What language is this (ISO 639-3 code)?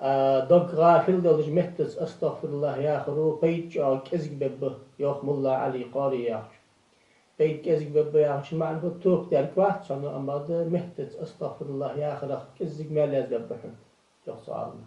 inh